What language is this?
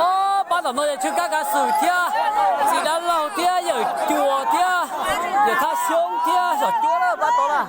Hmong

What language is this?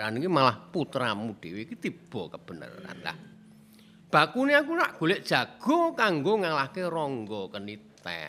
Javanese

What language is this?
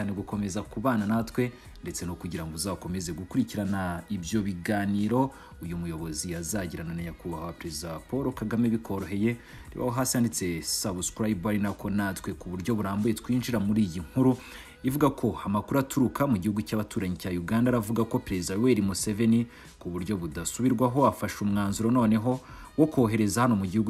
Kinyarwanda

